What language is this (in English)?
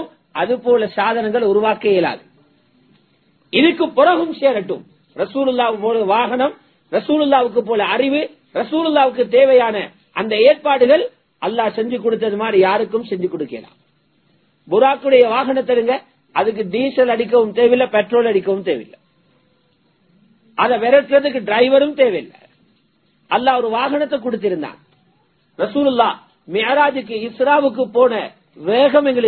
Tamil